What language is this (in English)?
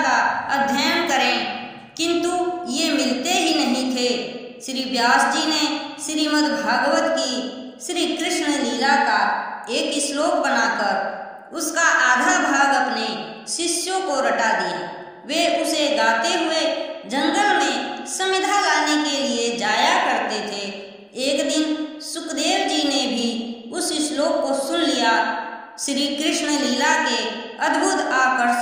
Hindi